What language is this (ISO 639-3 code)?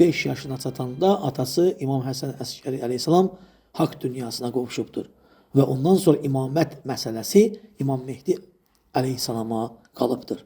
aze